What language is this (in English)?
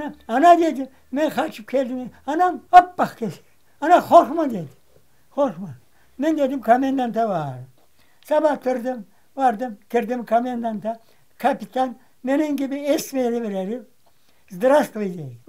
Crimean Tatar